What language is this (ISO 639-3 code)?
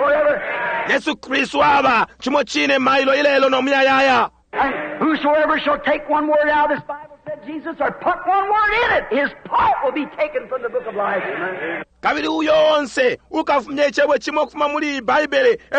bem